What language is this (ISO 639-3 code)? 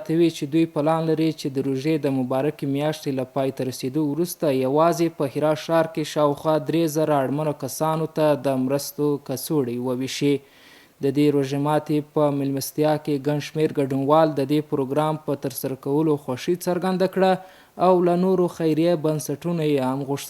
pus